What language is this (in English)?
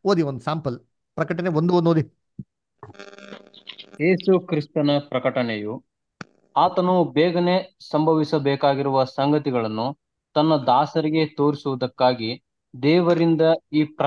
Kannada